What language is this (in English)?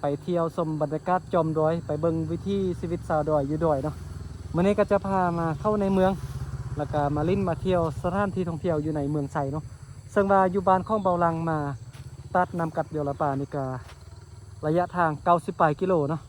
Lao